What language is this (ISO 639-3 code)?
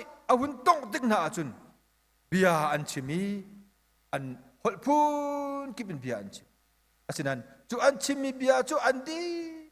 cnh